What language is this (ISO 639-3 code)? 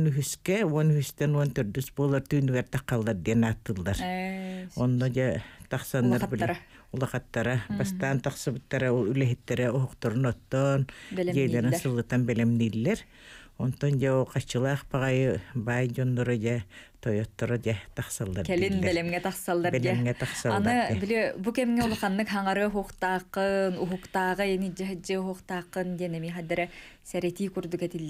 sah